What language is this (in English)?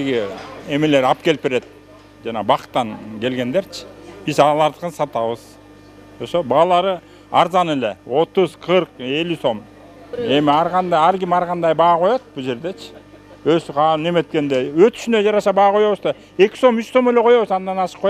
Kyrgyz